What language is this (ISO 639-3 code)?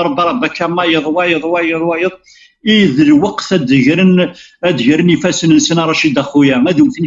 kab